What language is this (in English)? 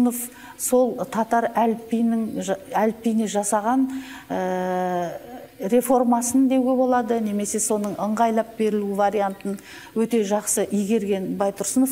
Kazakh